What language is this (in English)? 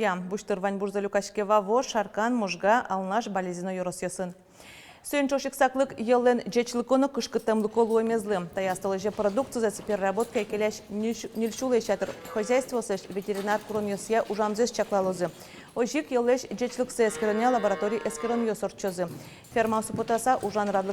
Udmurt